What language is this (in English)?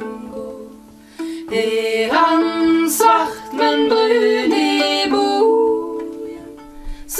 Norwegian